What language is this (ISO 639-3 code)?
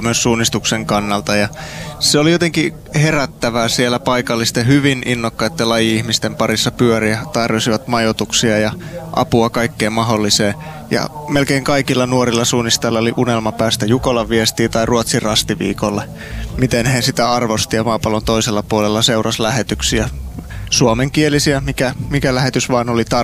fin